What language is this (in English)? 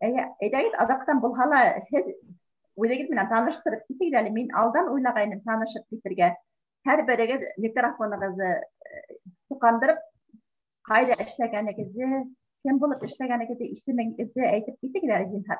Bashkir